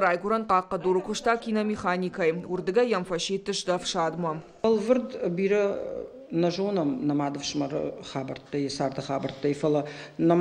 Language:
Ossetic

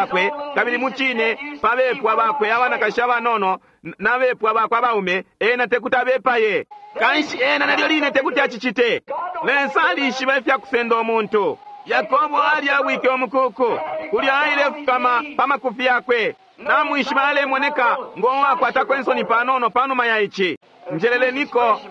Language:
Bemba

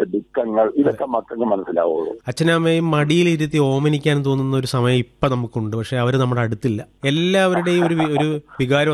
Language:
Malayalam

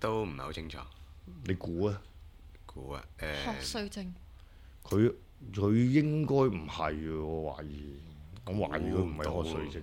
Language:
Cantonese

